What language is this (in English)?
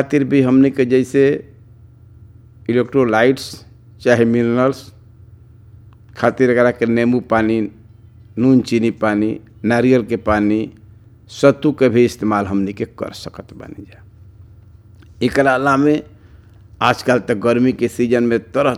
Bhojpuri